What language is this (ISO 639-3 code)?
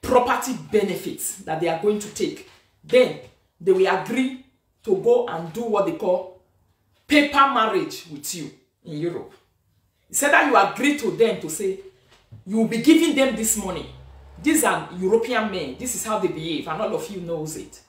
pcm